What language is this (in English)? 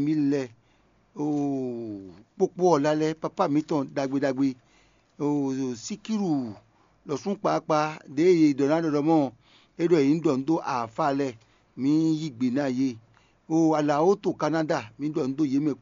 Fon